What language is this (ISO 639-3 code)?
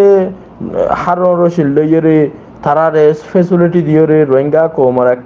rhg